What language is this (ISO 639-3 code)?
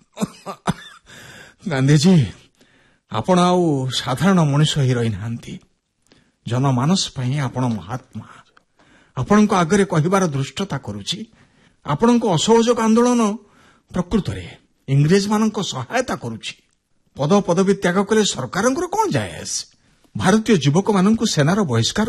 ori